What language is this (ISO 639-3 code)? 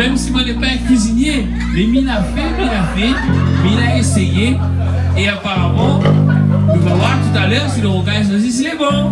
rcf